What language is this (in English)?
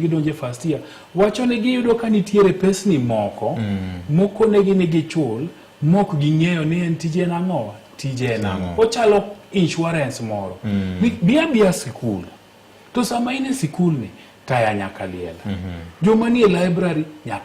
Luo (Kenya and Tanzania)